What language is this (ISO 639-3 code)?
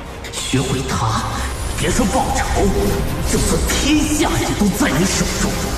zho